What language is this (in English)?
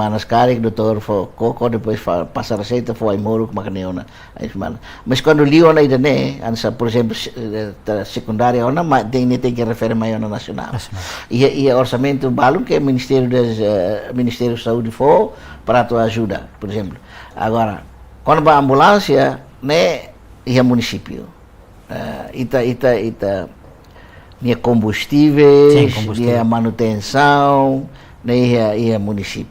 Tetum